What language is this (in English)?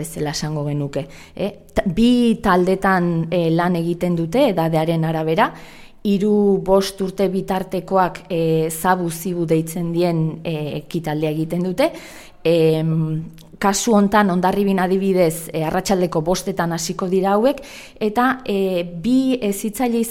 Basque